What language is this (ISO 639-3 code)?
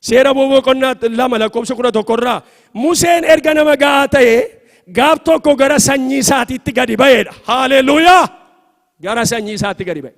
orm